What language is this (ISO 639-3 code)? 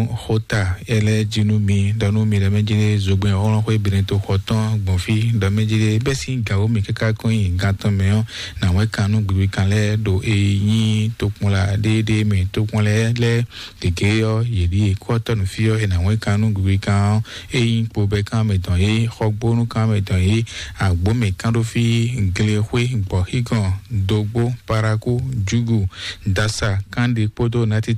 fon